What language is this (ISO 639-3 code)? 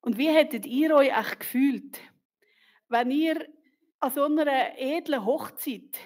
gsw